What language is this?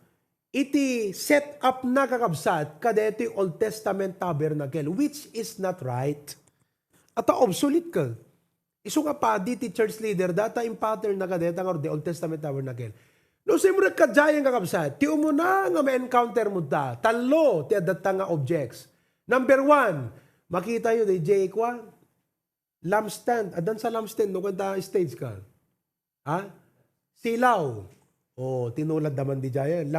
Iloko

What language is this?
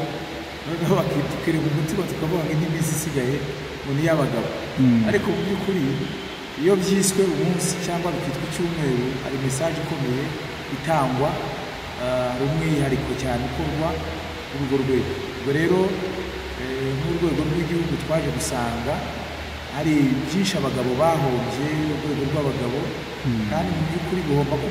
Kinyarwanda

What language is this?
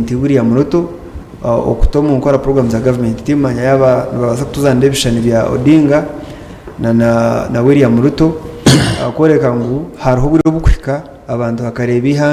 Nyankole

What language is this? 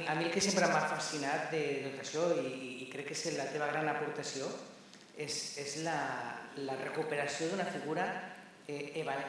Catalan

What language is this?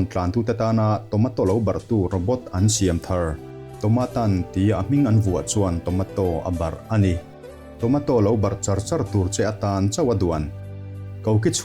Mizo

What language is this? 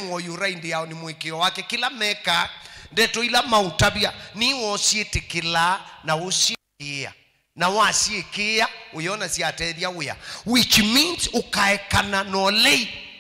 Kamba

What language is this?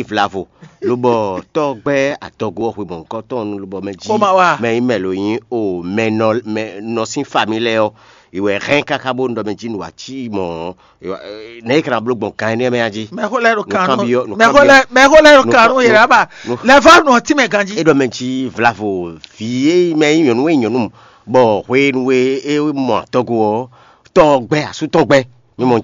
Fon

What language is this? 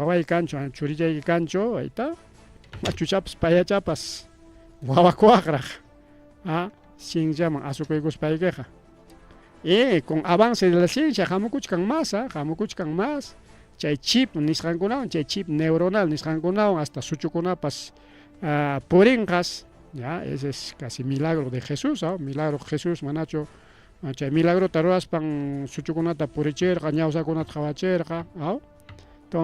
Ayacucho Quechua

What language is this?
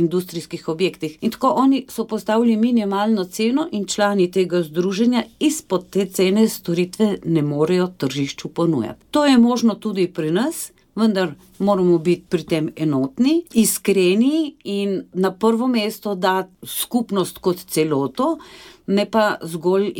Slovenian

